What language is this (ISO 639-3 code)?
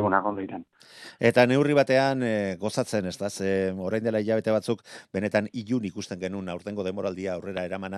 eus